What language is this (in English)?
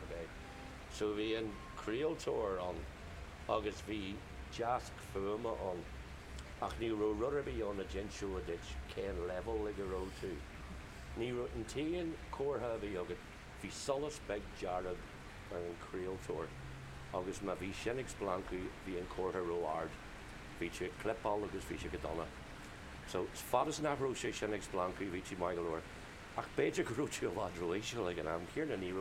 Irish